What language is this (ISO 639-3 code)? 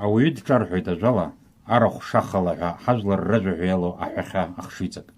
abk